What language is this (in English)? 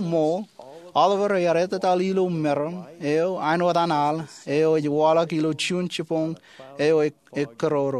Marshallese